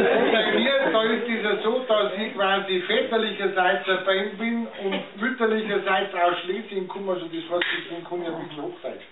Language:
Bavarian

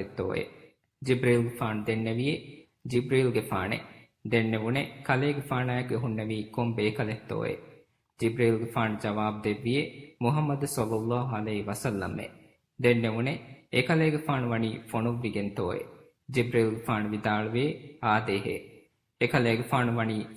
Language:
Divehi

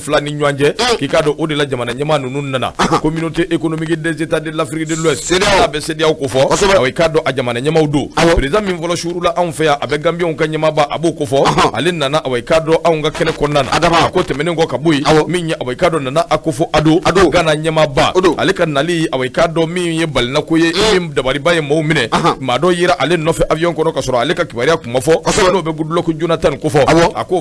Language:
Bambara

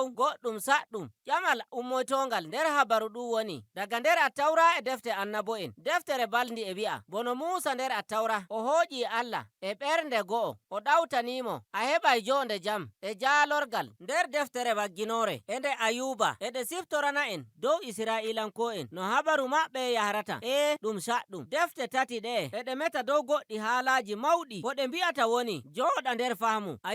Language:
Nigerian Fulfulde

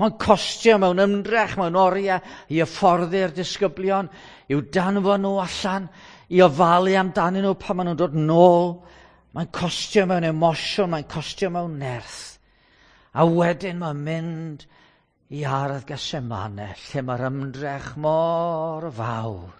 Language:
Welsh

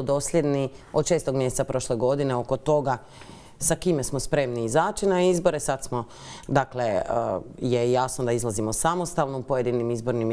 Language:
Croatian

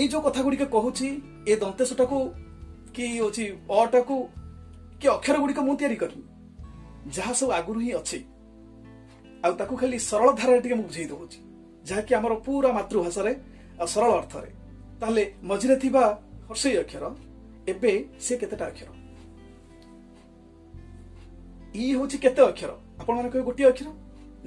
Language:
Odia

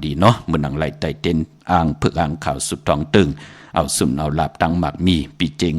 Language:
Shan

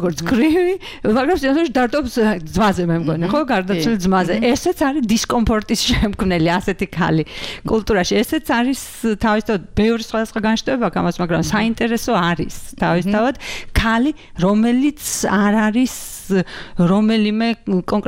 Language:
Georgian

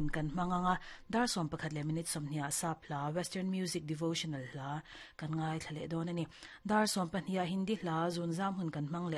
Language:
Mizo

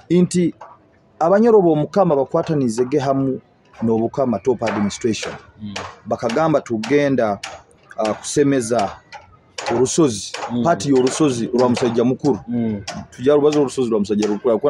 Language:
Nyoro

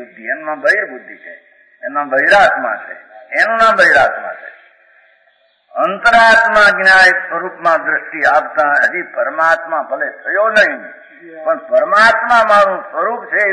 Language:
Gujarati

